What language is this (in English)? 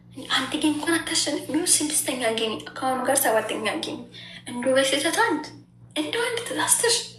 Amharic